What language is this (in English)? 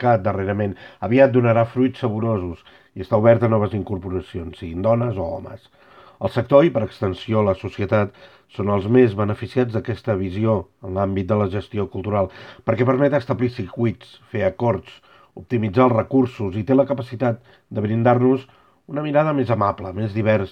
Catalan